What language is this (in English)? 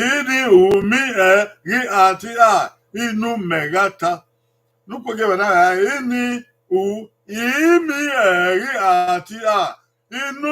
Bini